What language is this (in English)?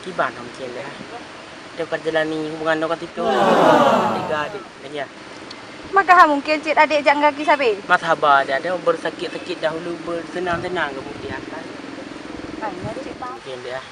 Achinese